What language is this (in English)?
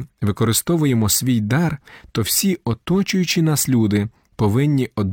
Ukrainian